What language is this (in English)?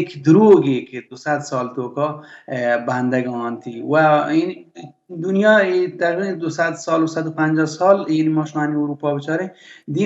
Baluchi